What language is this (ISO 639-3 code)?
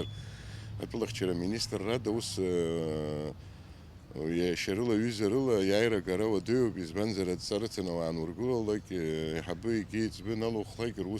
abk